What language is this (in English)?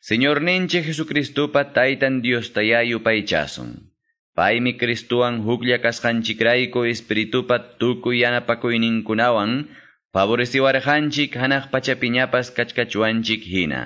Quechua